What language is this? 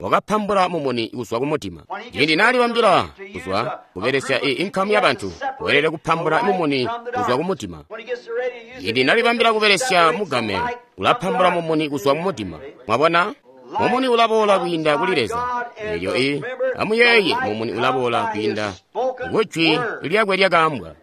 Tonga (Zambia)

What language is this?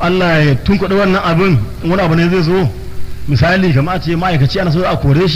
Hausa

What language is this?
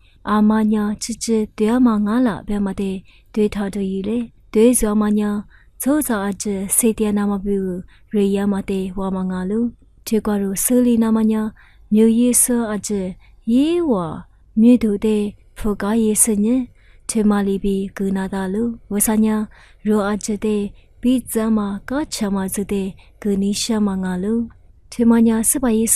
Lisu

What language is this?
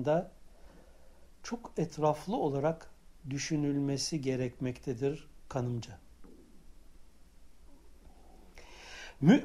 Turkish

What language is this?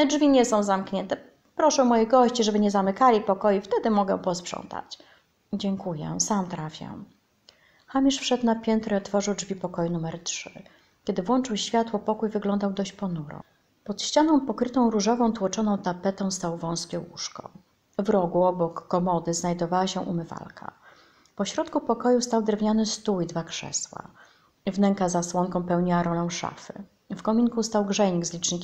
Polish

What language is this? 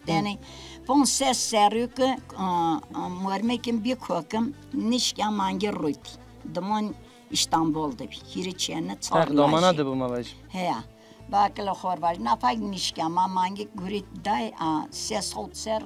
Zaza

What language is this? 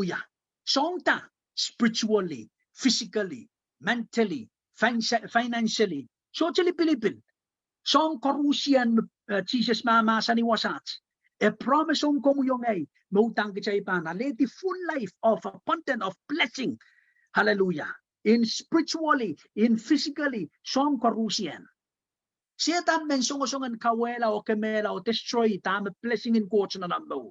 Pohnpeian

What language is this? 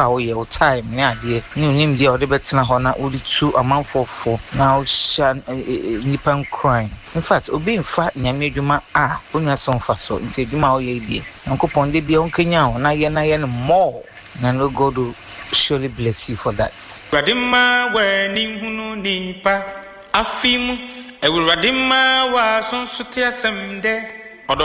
Akan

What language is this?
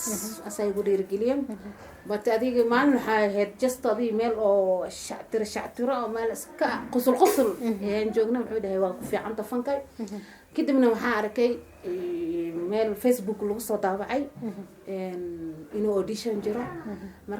Somali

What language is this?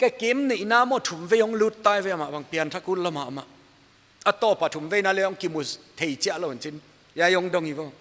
Paite Chin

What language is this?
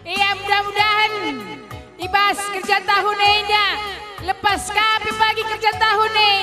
Batak Karo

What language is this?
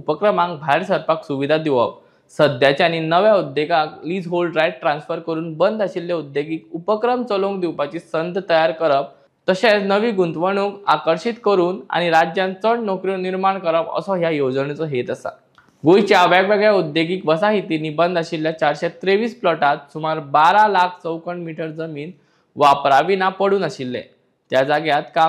Konkani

